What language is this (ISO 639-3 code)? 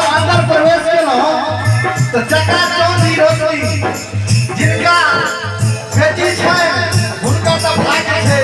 mai